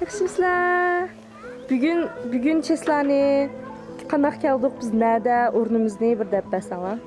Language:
Uyghur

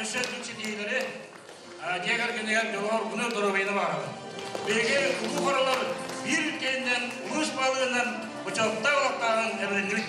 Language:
Yakut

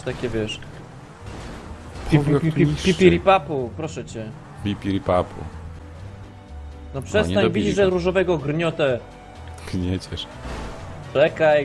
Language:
Polish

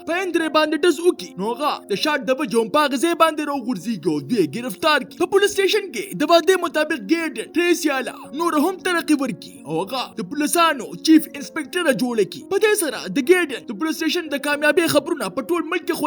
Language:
Pashto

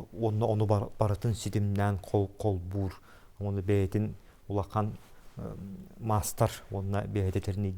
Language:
Yakut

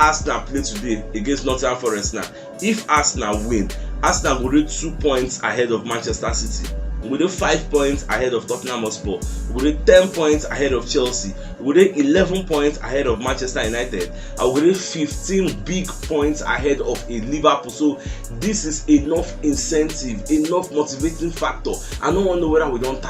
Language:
Nigerian Pidgin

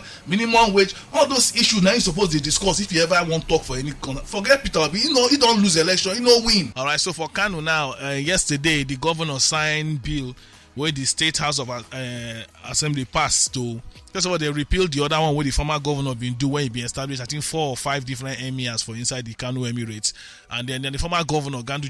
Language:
Nigerian Pidgin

